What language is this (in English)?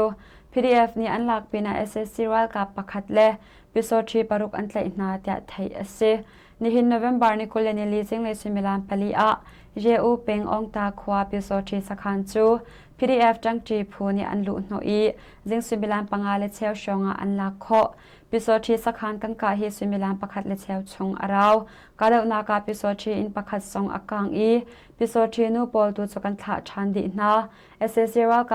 Hakha Chin